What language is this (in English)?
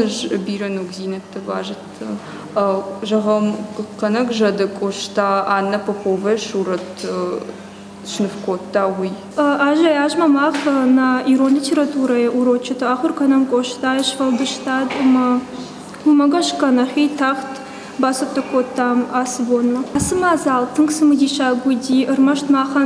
Ossetic